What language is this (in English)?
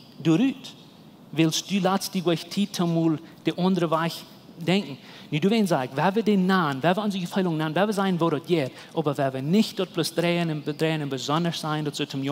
Plautdietsch